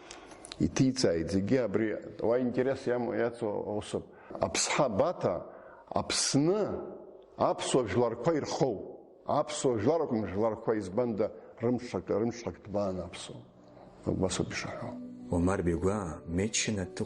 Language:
Abkhazian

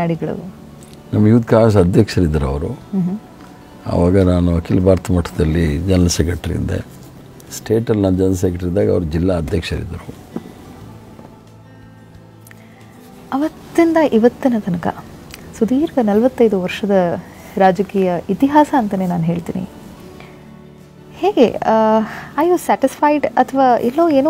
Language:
Kannada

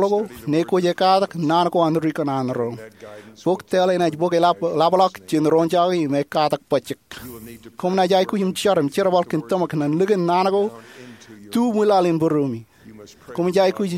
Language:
Marshallese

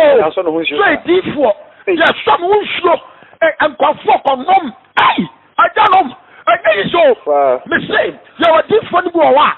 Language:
Akan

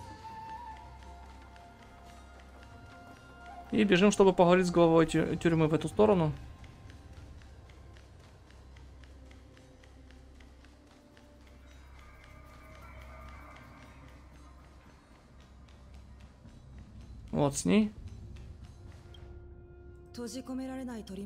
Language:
Russian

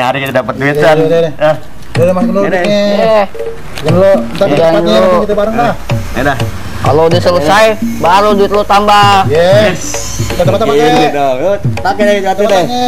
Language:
Betawi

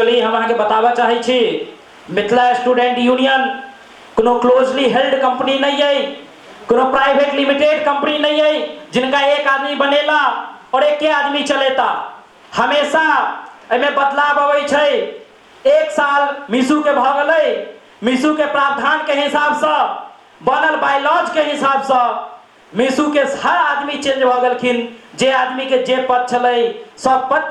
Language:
Maithili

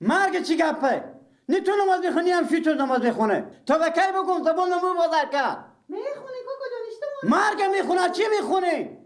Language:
Persian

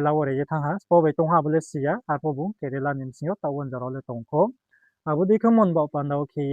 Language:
Riang (India)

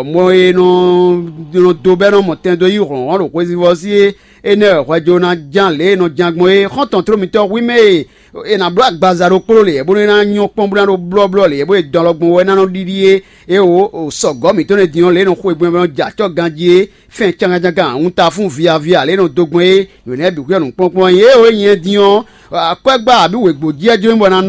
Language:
Fon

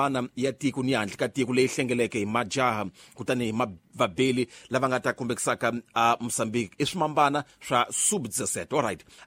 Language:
Tsonga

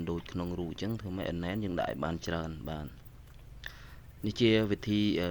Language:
Khmer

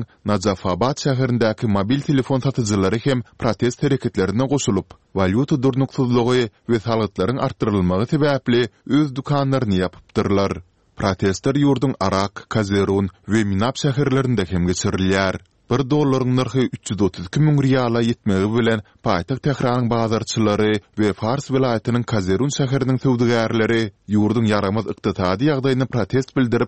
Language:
Turkmen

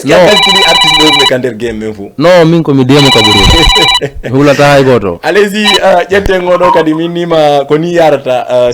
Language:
Fula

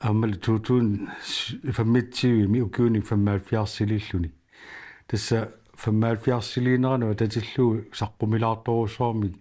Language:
Kalaallisut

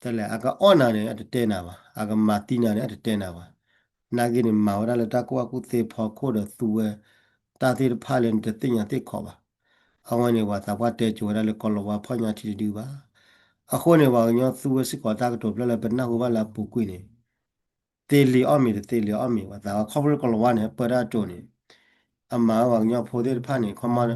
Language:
S'gaw Karen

